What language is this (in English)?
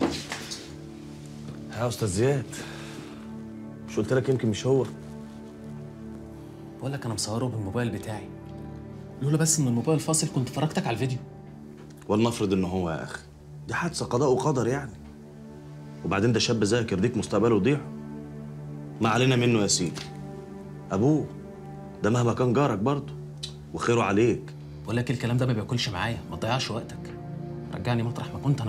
Egyptian Arabic